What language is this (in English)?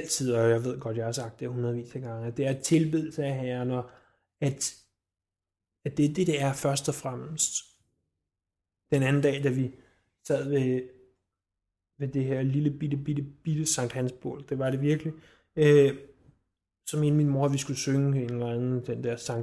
Danish